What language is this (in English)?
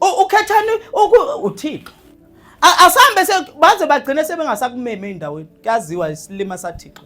Zulu